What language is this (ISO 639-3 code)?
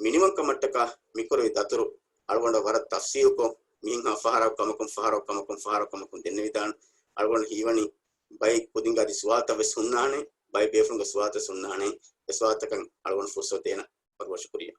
div